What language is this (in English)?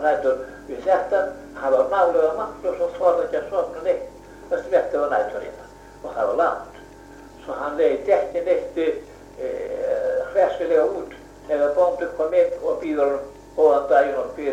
Icelandic